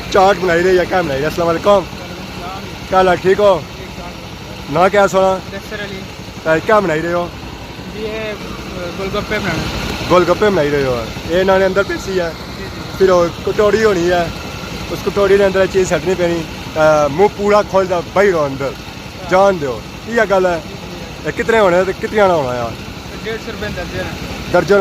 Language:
Pahari-Potwari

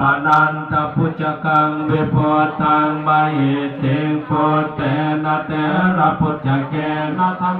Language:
Pali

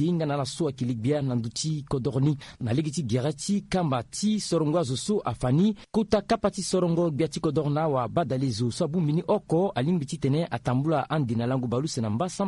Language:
Sango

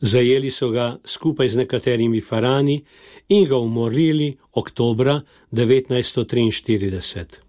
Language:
Slovenian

